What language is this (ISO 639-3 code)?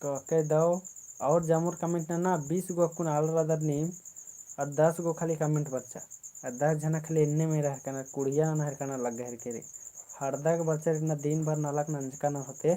kru